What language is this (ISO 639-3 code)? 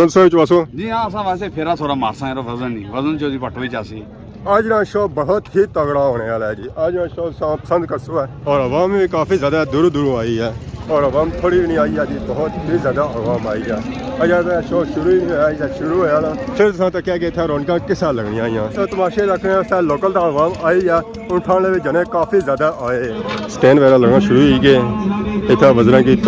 phr